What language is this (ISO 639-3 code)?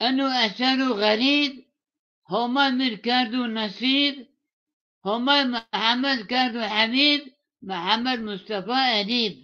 zza